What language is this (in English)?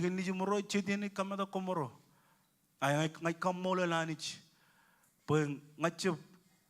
Marshallese